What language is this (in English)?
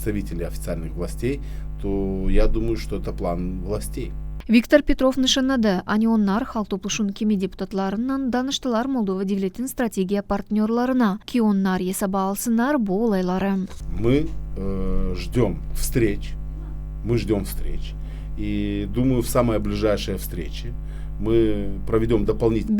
Gagauz